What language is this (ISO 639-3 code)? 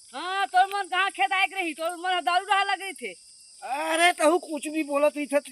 hne